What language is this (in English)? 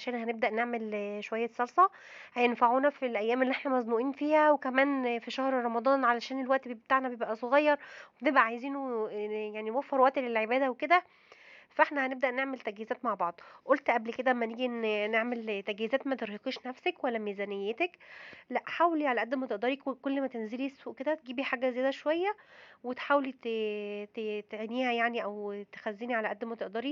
Egyptian Arabic